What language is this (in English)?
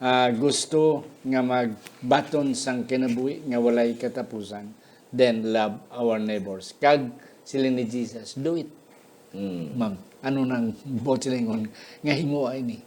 Hiligaynon